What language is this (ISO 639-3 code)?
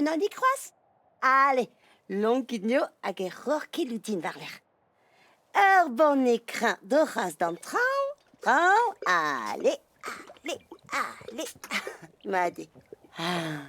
bre